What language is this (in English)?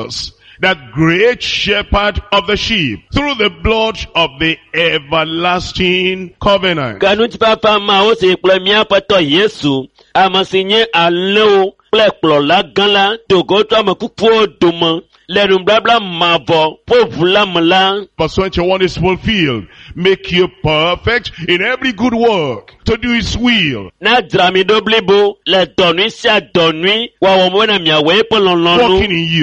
Ewe